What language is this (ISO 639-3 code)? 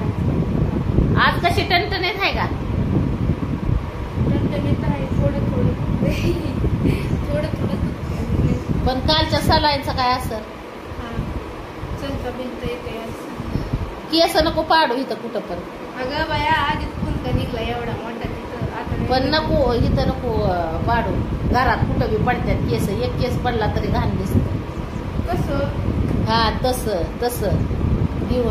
mar